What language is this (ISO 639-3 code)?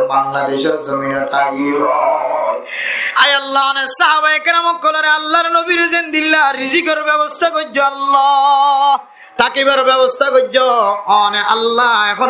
rhg